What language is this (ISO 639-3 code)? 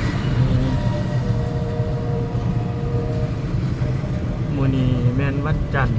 lao